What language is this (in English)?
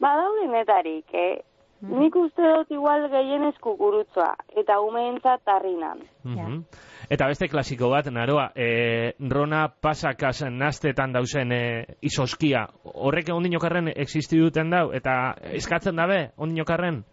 Basque